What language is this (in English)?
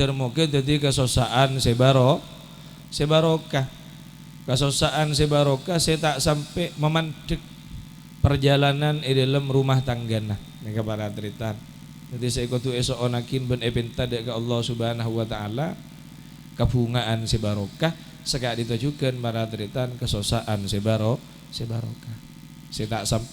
Madurese